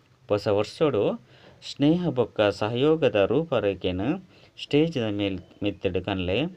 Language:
Tulu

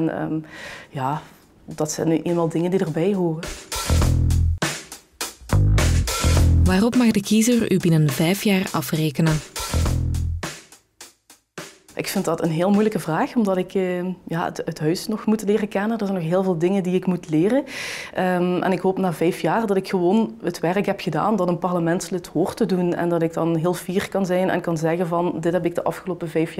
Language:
Dutch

